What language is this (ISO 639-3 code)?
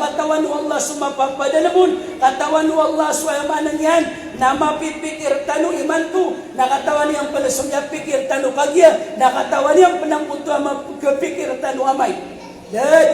mrw